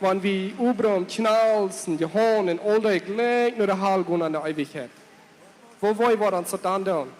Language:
Plautdietsch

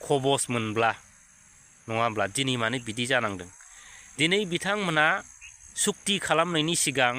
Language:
Bodo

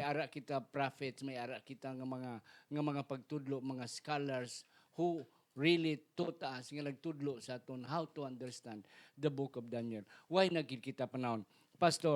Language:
Hiligaynon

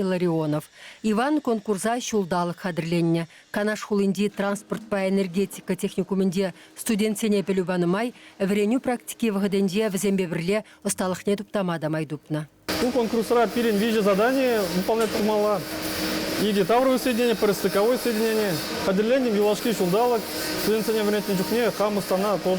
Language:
Chuvash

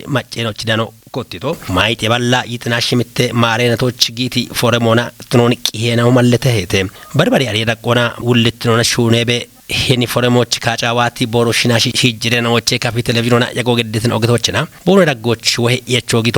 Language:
Kafa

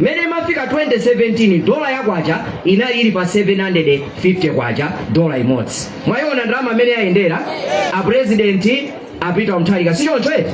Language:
Nyanja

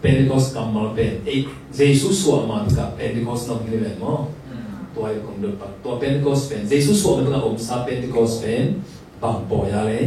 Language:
Tedim Chin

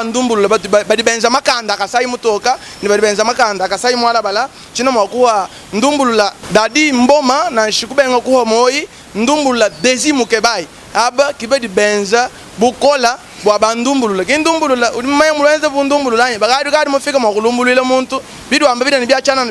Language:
Luba-Lulua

